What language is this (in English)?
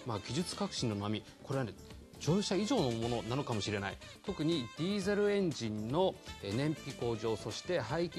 Japanese